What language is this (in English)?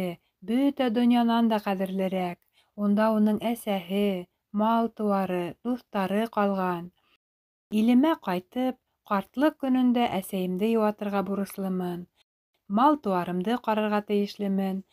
Bashkir